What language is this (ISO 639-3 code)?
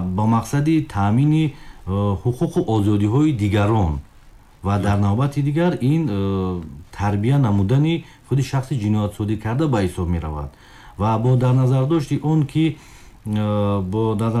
tgk